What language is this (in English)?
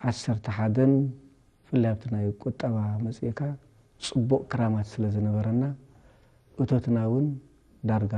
Tigrinya